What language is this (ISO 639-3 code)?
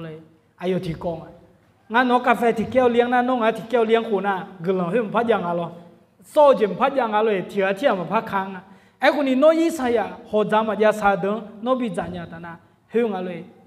ahk